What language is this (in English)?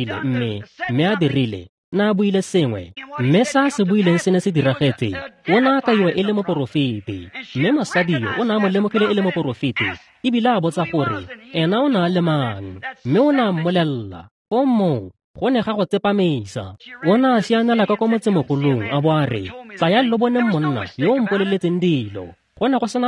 Tswana